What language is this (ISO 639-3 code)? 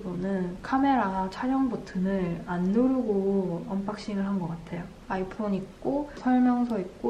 kor